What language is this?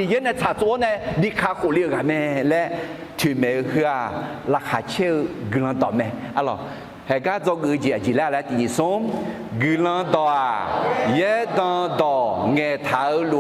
Akha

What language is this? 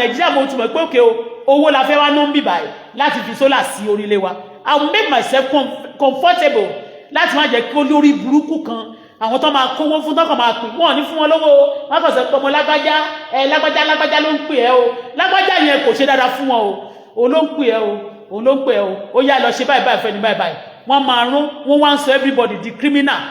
Yoruba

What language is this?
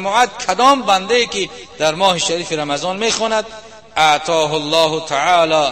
Tajik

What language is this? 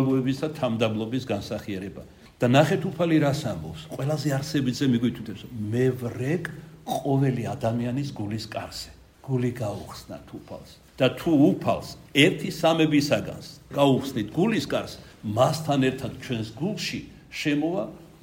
Georgian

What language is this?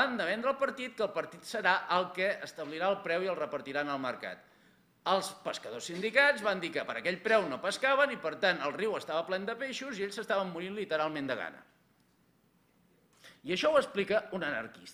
Catalan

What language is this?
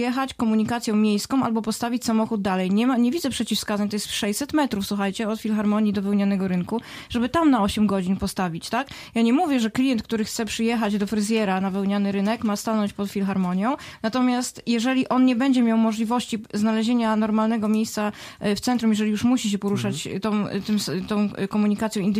Polish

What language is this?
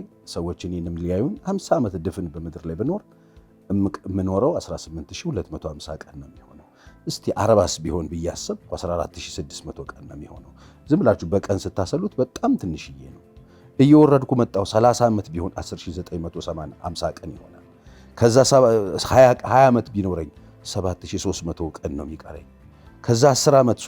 Amharic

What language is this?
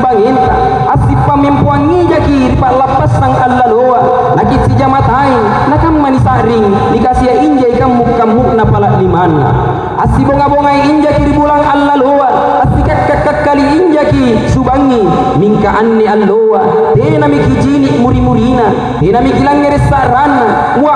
Makasar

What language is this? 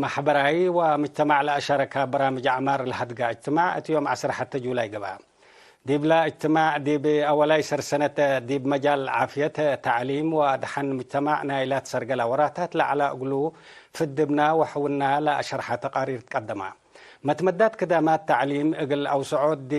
Tigre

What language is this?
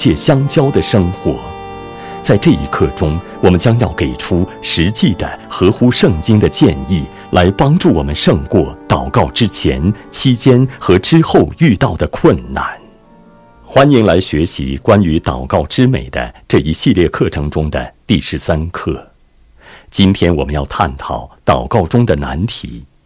Chinese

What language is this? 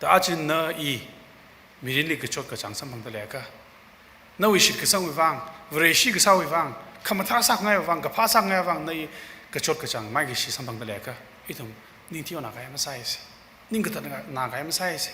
Tangkhul Naga (India)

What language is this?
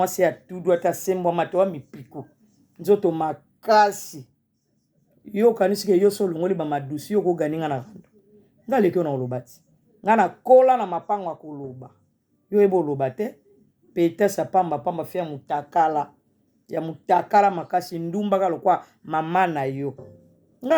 Lingala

